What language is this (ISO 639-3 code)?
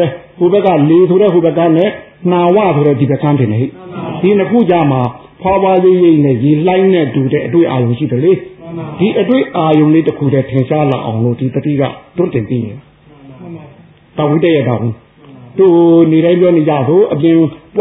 mya